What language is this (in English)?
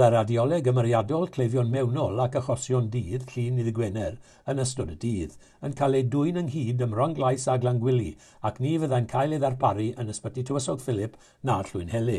Welsh